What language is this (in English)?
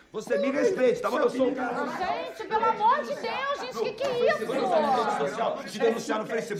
Portuguese